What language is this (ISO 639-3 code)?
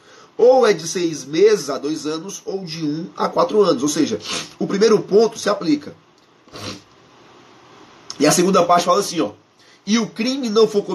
por